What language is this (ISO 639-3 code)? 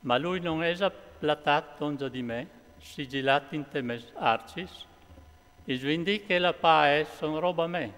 fur